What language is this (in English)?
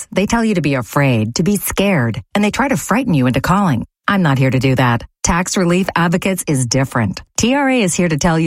English